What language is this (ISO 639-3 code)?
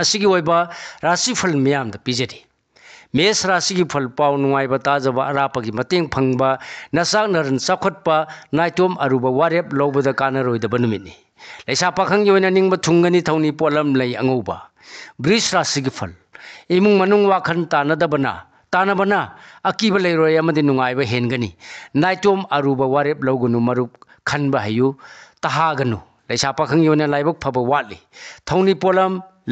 mni